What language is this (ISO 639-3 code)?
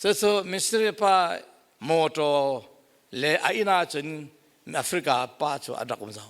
cfm